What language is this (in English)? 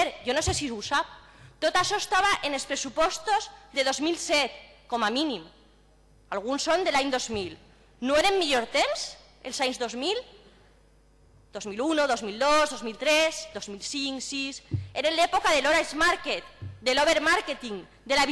Catalan